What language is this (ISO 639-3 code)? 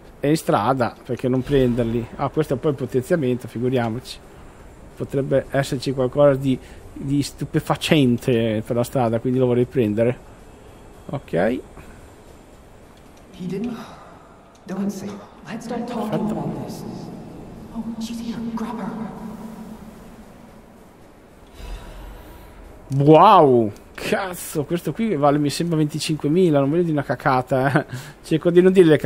ita